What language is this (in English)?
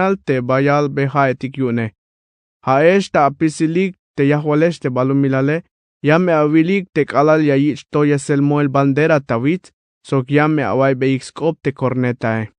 Tzeltal